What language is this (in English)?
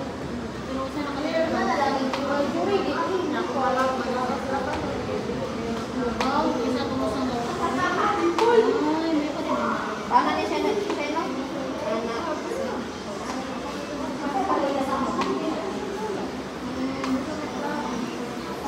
Filipino